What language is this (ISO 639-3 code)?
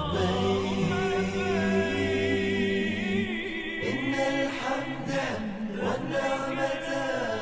kum